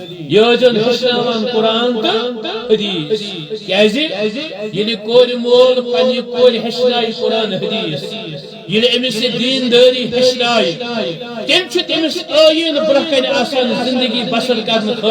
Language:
Kashmiri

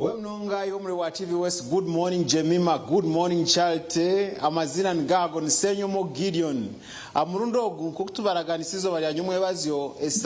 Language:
Nyankole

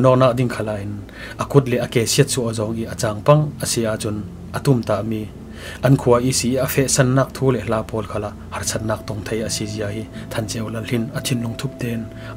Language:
Falam Chin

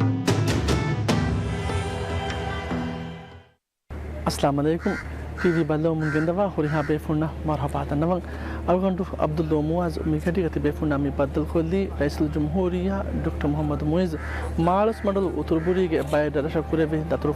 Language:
Divehi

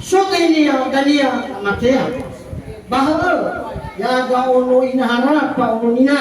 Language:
Nias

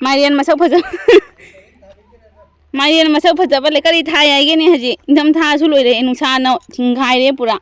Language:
Manipuri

